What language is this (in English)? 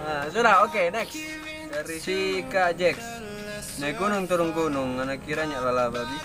Manado Malay